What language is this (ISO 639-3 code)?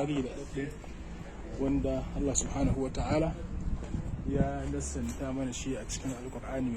hau